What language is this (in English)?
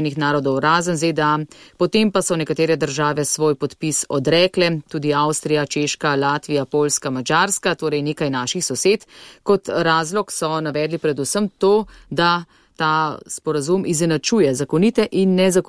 Slovenian